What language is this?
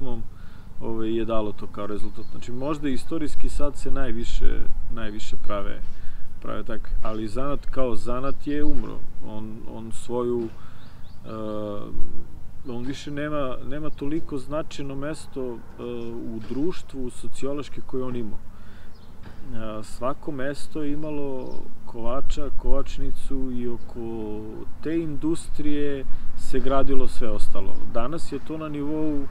Serbian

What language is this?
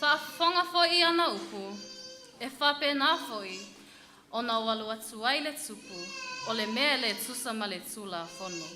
Samoan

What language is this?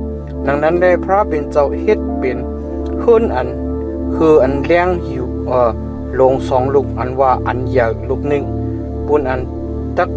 Shan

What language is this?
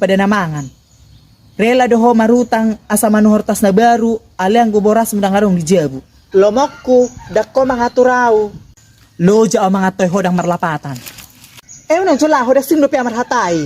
Batak Toba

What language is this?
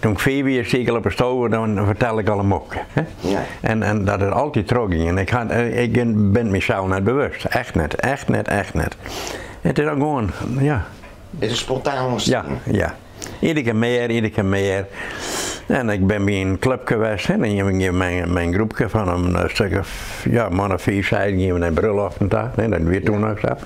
Western Frisian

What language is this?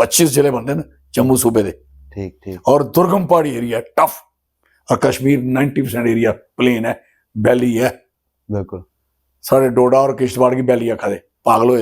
Dogri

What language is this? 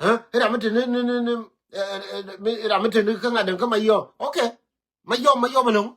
Nuer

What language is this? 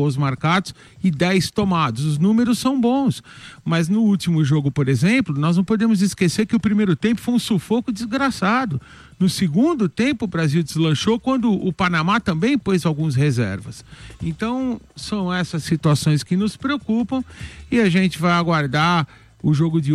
Portuguese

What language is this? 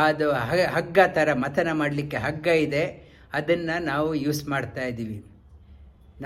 Kannada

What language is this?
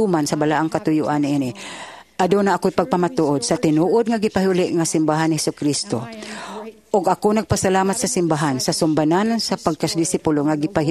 Cebuano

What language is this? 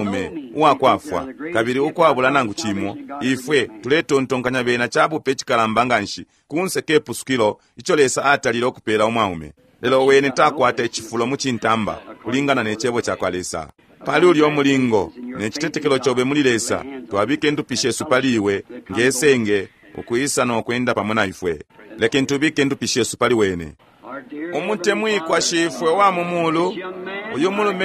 Bemba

